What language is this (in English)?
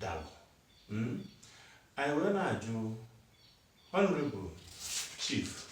Igbo